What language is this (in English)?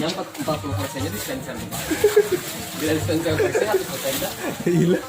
Banjar